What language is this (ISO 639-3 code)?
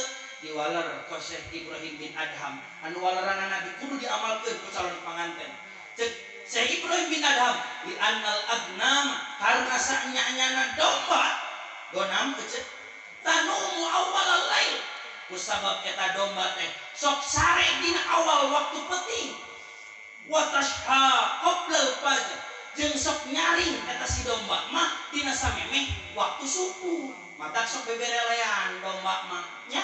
sun